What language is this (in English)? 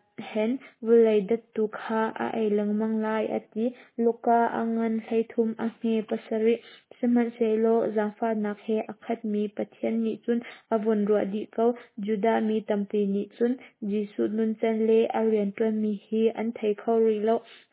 Hakha Chin